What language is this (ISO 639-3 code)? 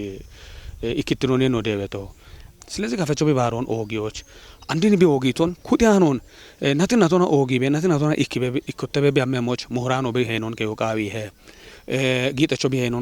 kbr